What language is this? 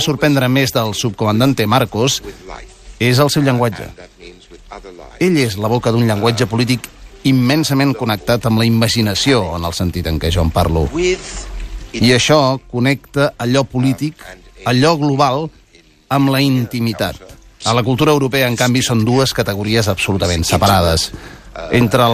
Catalan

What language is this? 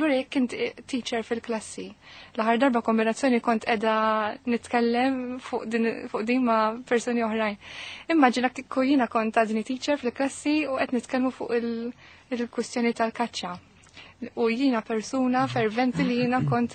Maltese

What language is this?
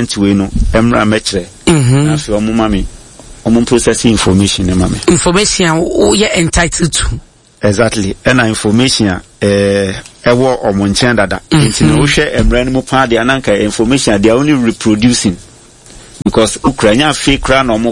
Akan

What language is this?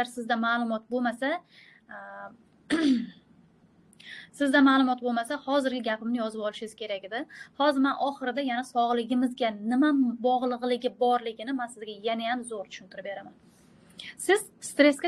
Uzbek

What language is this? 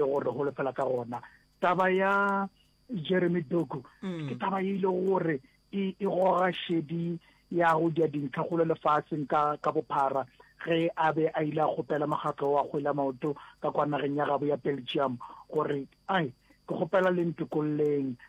Northern Sotho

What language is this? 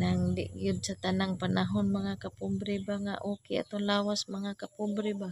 Cebuano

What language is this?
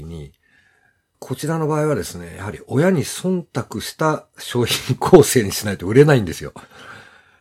Japanese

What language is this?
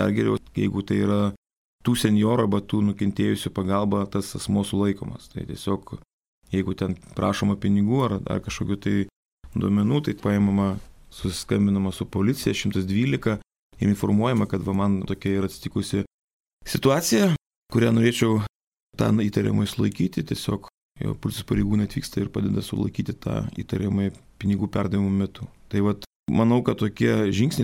Lithuanian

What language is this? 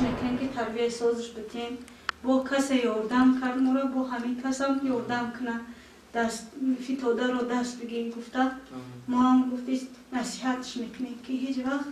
Tajik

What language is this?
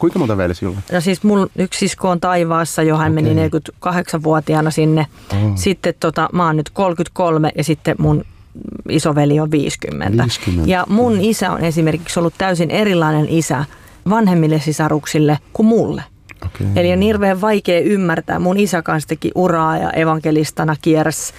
Finnish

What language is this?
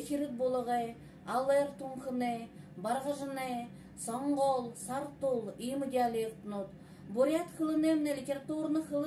Buriat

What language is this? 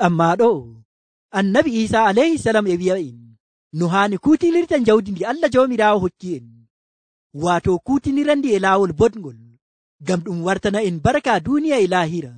Nigerian Fulfulde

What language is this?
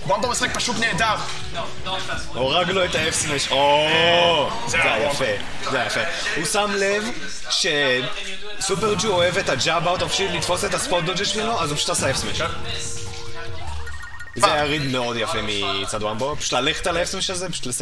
Hebrew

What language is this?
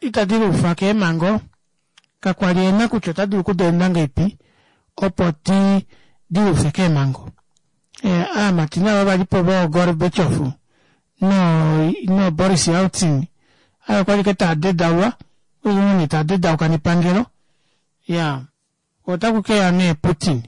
Kuanyama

